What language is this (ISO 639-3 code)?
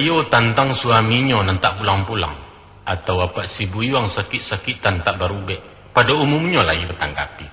min